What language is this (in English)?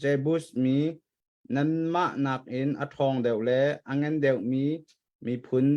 Hakha Chin